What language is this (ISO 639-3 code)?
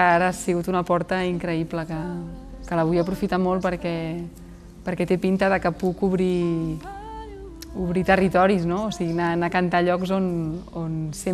cat